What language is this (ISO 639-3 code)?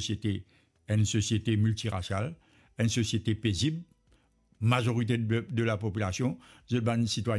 mfe